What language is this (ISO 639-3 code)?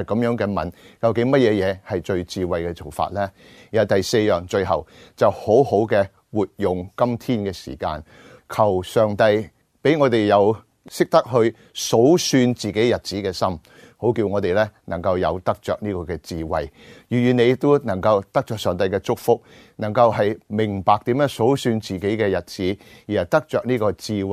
yue